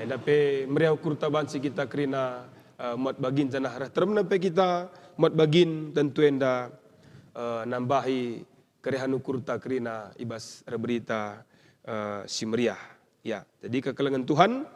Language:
Batak Karo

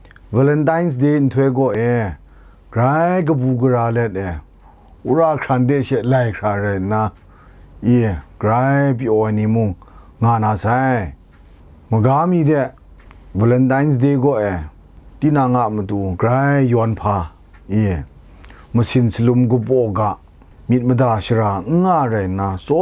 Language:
Kachin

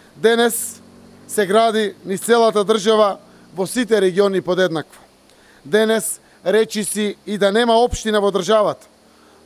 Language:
Macedonian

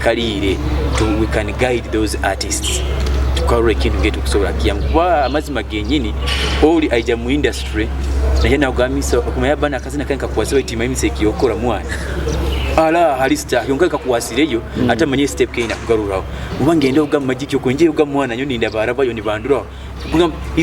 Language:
Nyoro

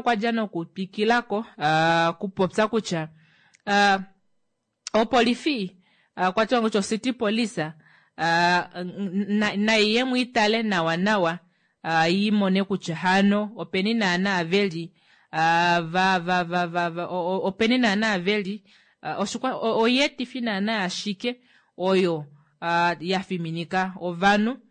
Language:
Kuanyama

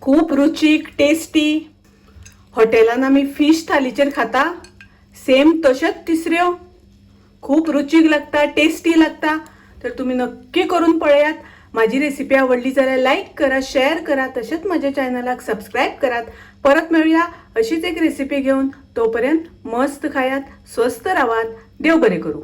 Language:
Konkani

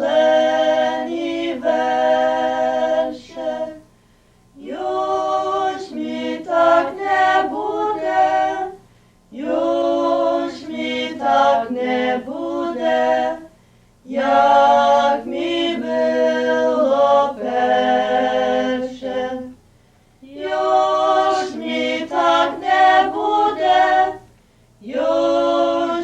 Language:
Rusyn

